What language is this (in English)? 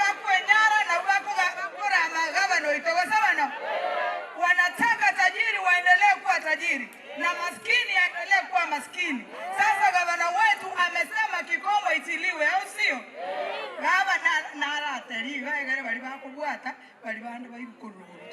Gusii